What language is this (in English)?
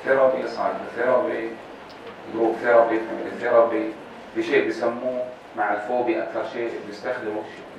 North Levantine Arabic